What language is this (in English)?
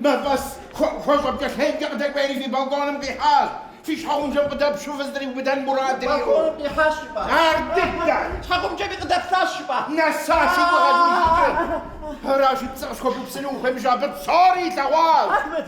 Kabardian